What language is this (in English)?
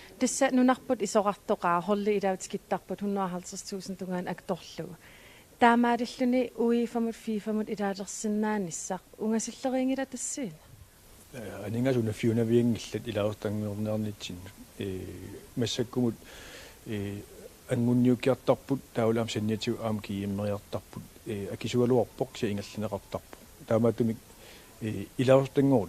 Kalaallisut